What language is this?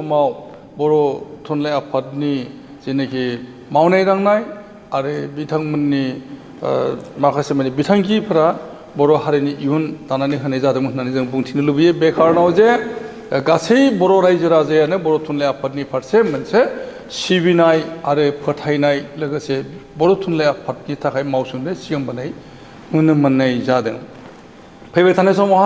Bodo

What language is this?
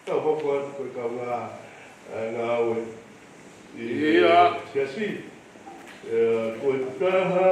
Tongan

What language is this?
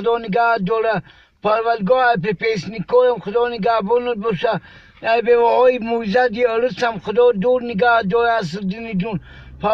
Tajik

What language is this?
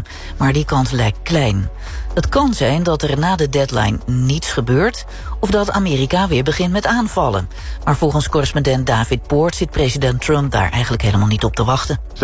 Dutch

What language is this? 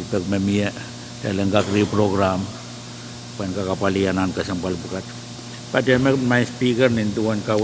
Pohnpeian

